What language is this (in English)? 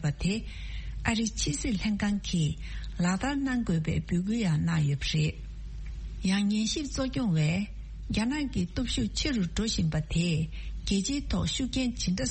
Tibetan